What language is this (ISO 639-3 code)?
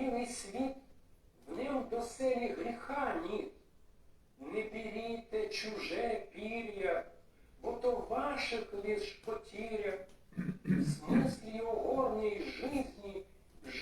rue